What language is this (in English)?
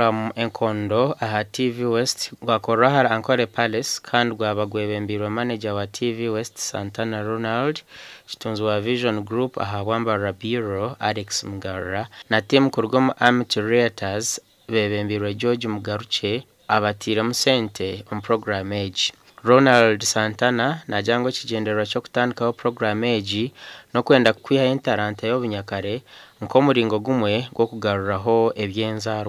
Nyankole